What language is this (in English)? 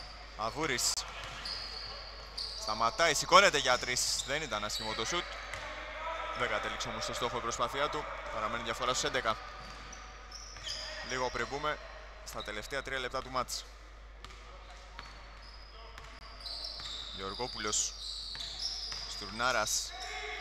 Greek